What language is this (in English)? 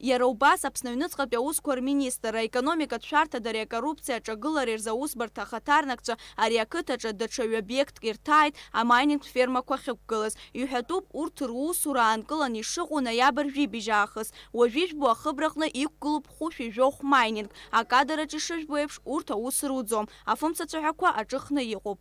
Abkhazian